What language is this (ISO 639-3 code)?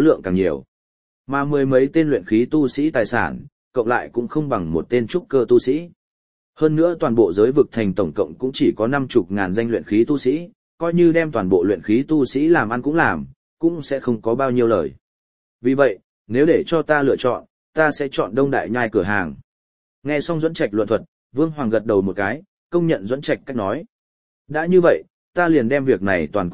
vie